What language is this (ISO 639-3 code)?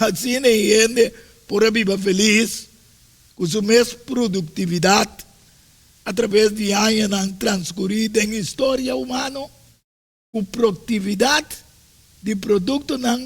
pap